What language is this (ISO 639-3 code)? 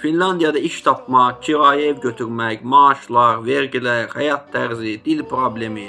aze